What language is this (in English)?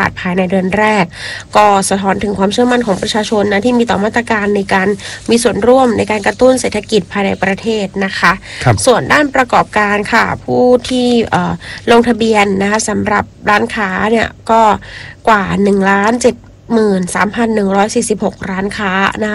Thai